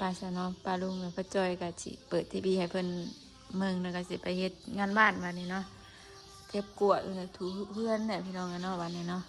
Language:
Northeastern Thai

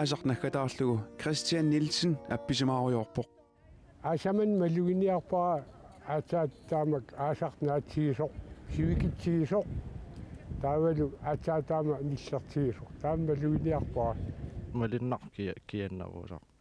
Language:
Kalaallisut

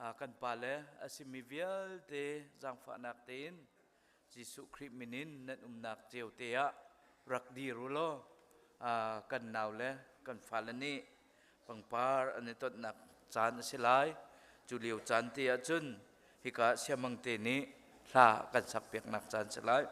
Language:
Hakha Chin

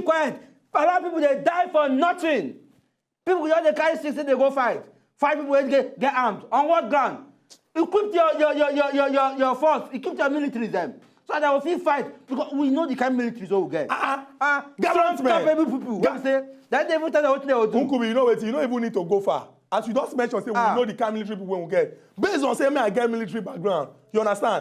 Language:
Nigerian Pidgin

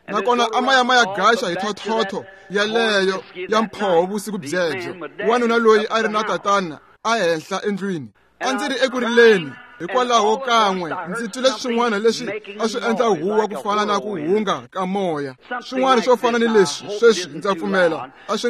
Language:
Tsonga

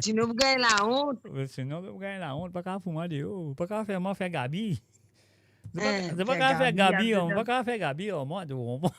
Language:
Morisyen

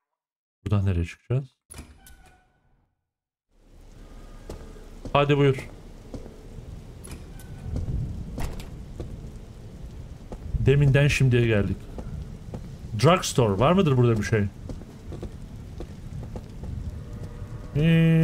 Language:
Turkish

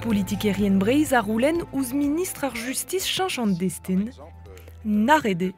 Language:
Breton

